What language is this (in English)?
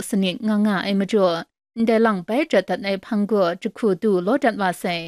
Kachin